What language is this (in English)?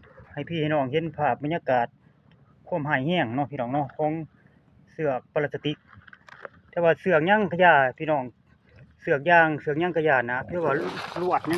Lao